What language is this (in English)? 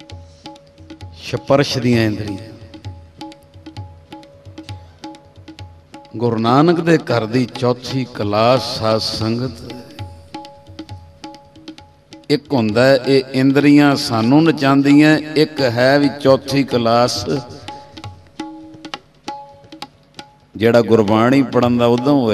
Punjabi